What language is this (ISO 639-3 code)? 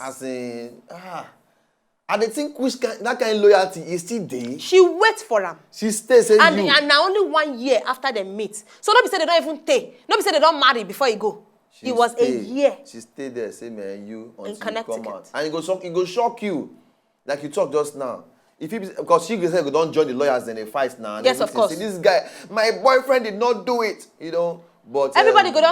pcm